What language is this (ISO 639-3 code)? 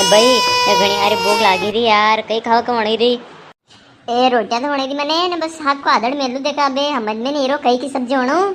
raj